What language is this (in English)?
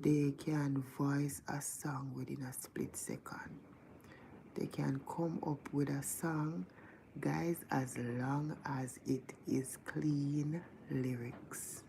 Jamaican Creole English